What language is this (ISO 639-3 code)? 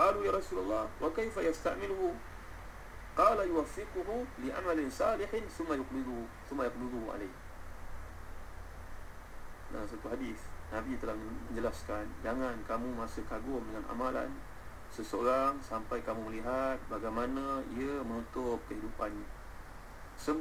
msa